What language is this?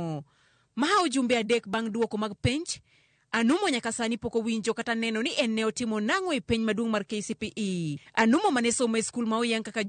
Luo (Kenya and Tanzania)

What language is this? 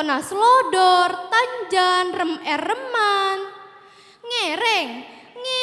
Madurese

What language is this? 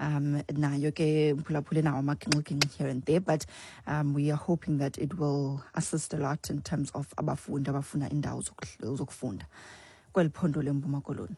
Xhosa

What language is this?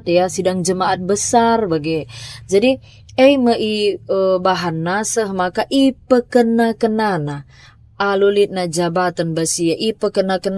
Batak Karo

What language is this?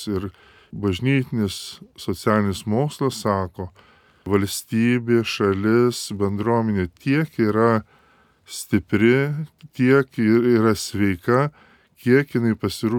Lithuanian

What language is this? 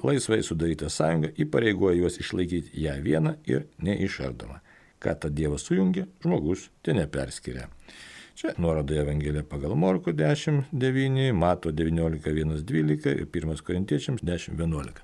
Lithuanian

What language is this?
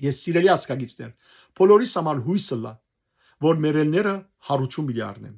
Western Armenian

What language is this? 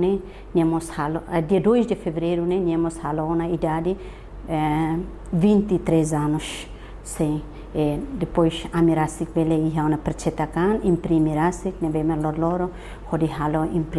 Tetum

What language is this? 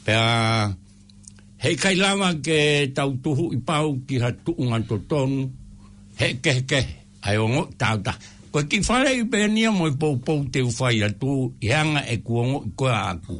Tongan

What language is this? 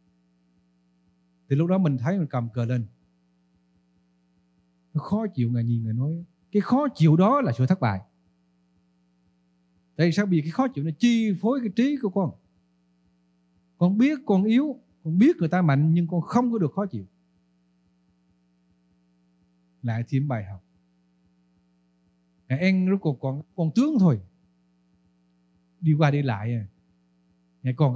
Vietnamese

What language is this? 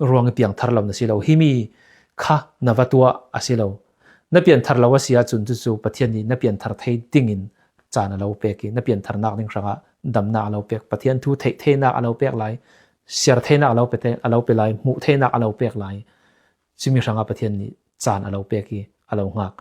Falam Chin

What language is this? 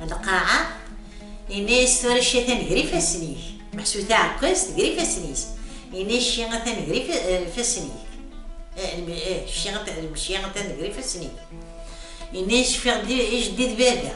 Kabyle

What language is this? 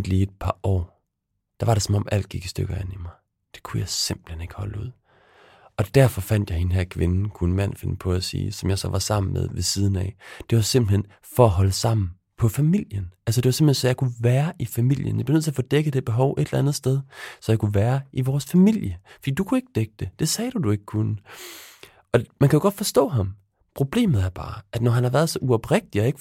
Danish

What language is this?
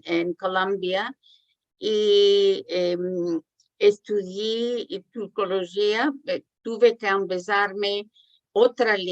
Ladino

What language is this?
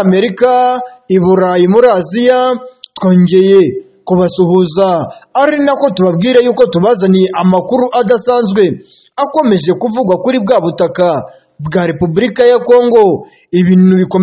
Kinyarwanda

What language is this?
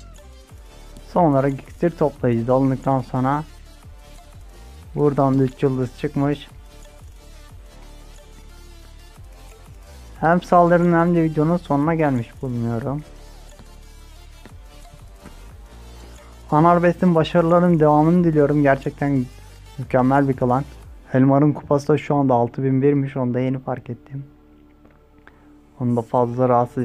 Turkish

